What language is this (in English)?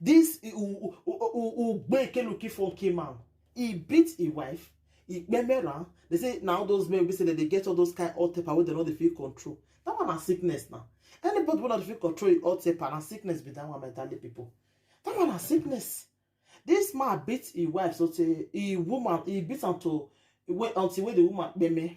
Nigerian Pidgin